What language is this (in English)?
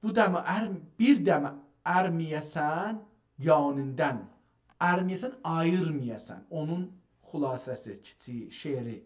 South Azerbaijani